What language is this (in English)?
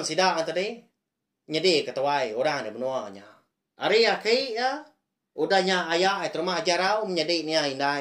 Iban